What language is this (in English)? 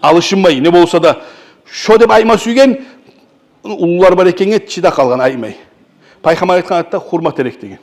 Kumyk